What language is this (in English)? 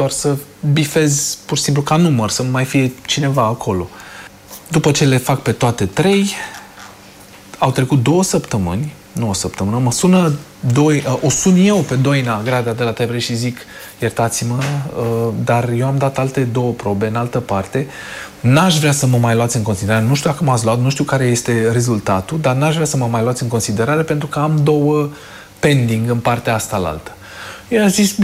Romanian